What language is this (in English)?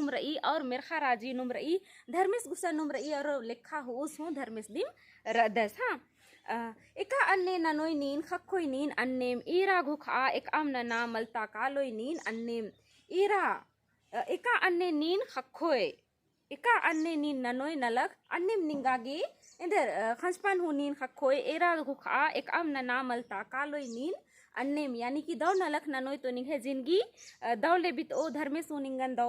Kurukh